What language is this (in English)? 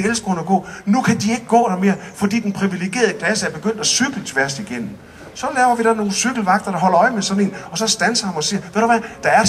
Danish